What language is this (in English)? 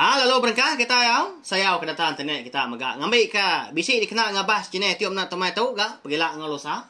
Iban